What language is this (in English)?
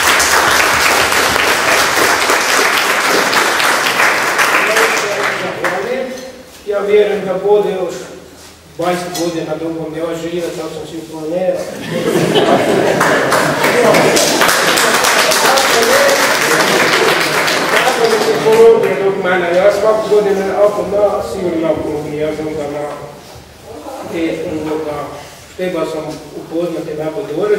Croatian